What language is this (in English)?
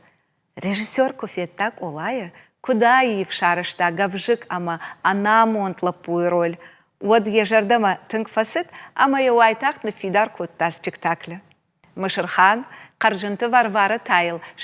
Ossetic